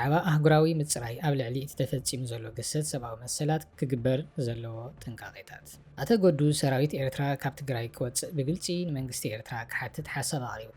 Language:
Tigrinya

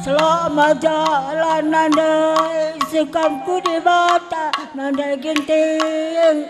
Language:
Batak Karo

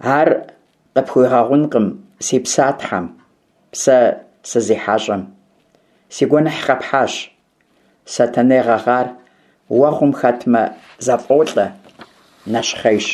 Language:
Kabardian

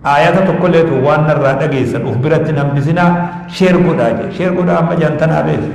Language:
Oromo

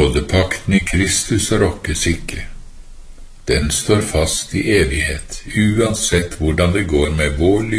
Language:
Norwegian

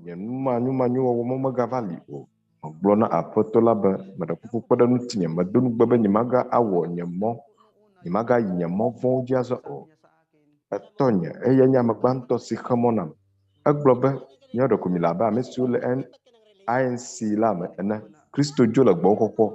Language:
Ewe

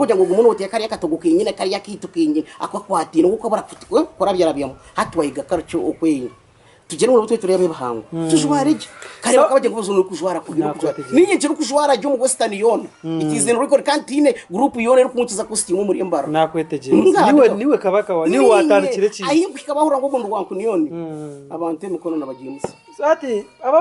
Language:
Nyankole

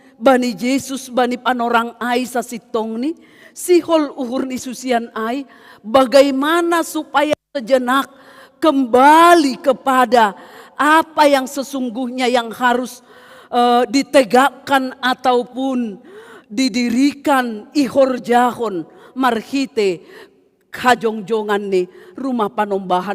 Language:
Batak Simalungun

